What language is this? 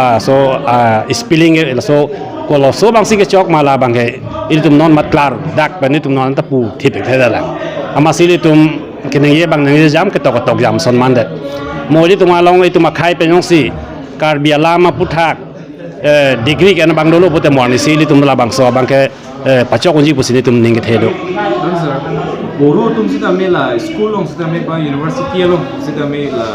Karbi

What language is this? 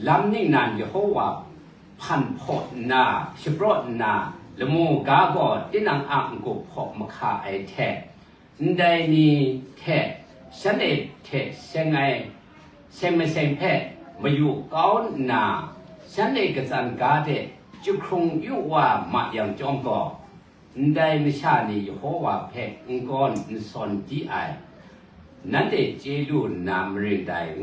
Kachin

